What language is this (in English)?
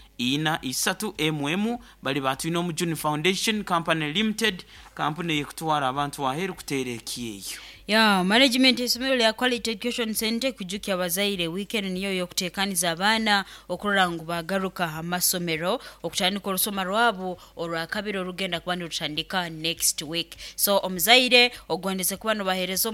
Nyoro